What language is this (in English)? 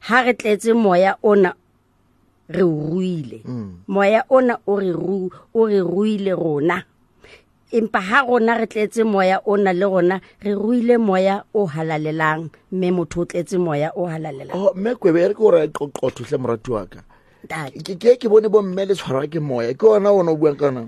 Southern Sotho